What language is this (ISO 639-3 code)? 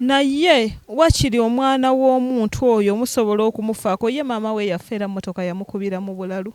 lug